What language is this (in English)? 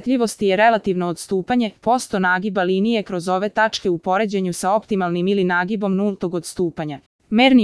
Serbian